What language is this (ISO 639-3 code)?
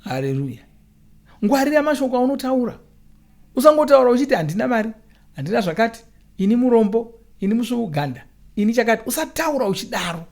sna